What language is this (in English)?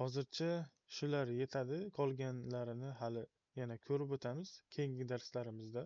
Uzbek